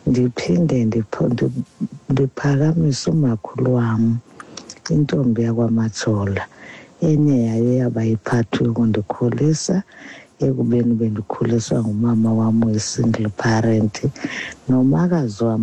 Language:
Xhosa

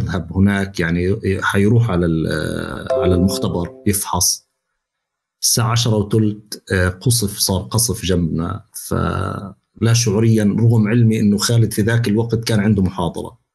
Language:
North Levantine Arabic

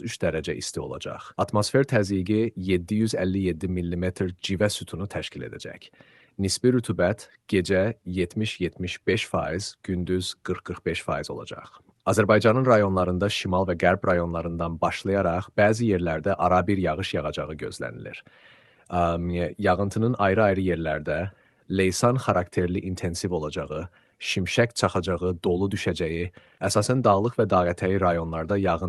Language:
Azerbaijani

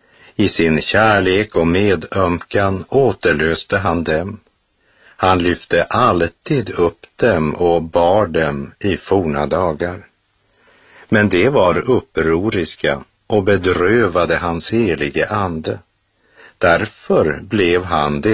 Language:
Swedish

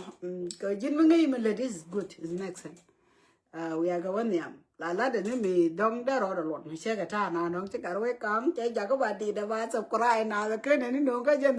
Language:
Nuer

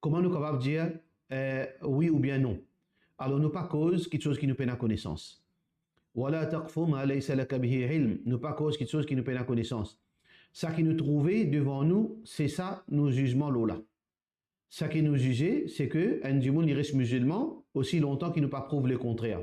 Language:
Morisyen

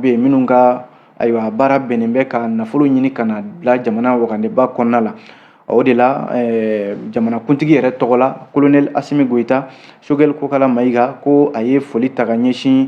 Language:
Bambara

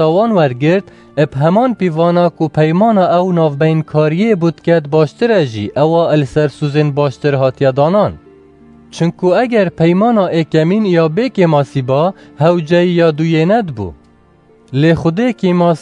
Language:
Kurdish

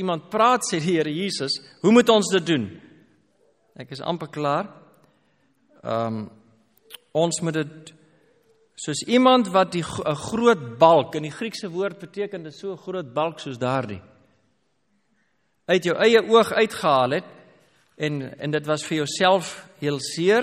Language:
Afrikaans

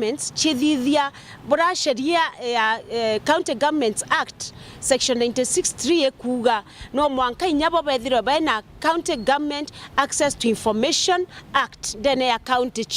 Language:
Meru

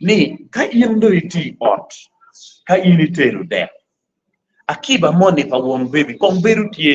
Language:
Acoli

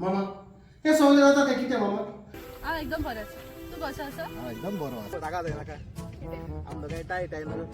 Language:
Konkani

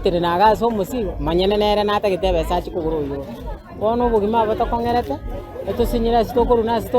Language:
Gusii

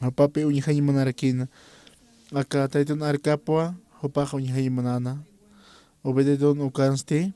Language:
Aymara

